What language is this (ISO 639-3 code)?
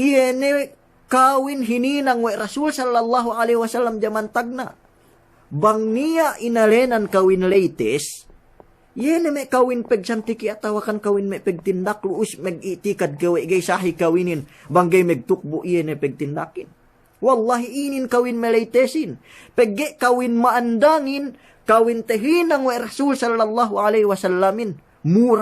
yka